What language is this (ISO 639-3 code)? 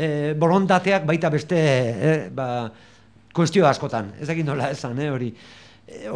eus